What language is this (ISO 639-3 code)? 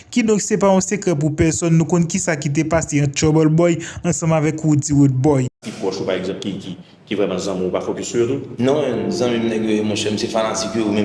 hat